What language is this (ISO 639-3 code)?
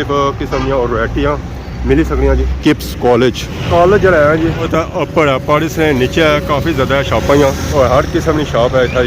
phr